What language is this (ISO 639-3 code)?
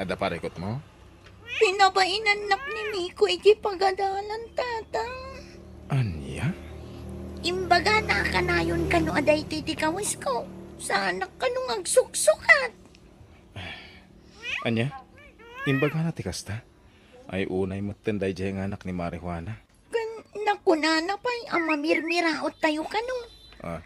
ilo